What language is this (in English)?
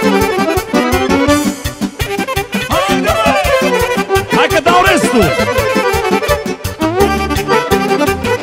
Romanian